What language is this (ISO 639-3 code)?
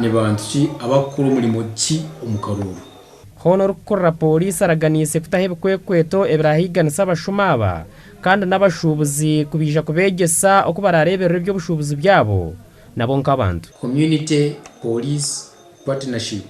nyn